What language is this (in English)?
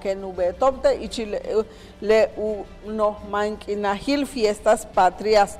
Yucateco